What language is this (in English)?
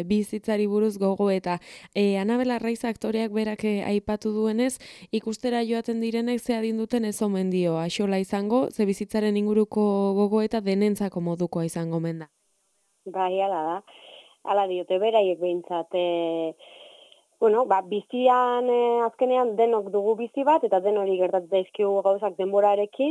Basque